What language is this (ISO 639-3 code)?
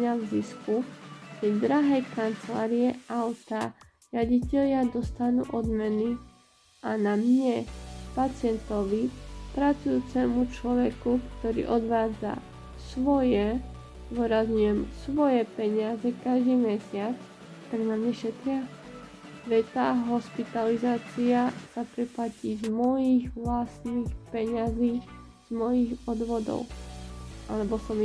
slk